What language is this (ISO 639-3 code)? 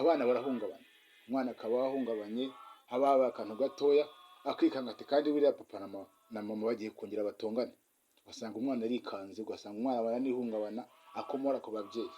kin